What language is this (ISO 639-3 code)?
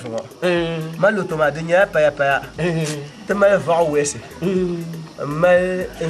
dag